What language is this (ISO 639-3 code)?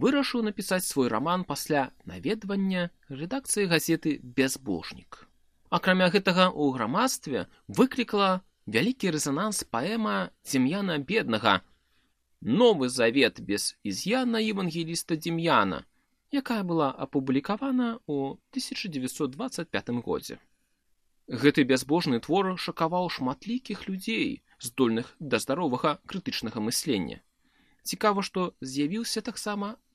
bel